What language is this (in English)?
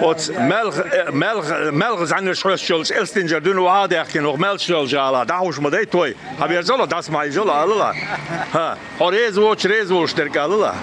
Chechen